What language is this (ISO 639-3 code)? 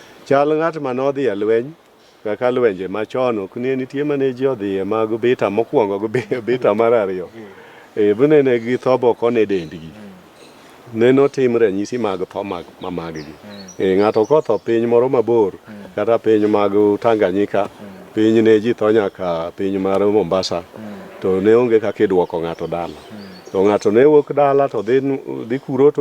luo